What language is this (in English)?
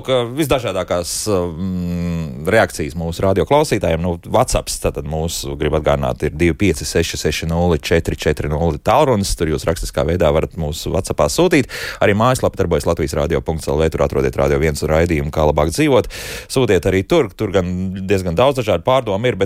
Latvian